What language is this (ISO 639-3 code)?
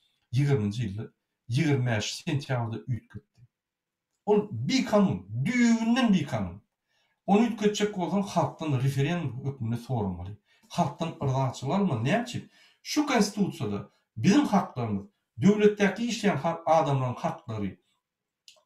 tuk